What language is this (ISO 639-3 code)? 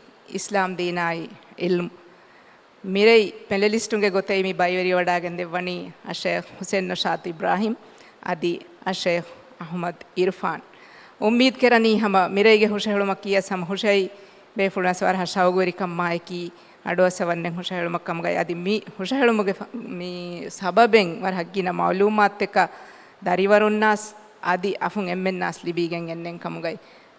div